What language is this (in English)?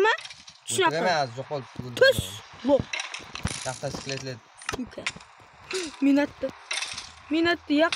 Kara-Kalpak